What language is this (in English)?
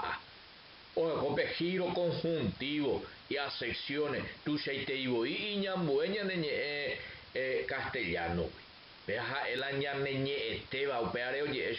Guarani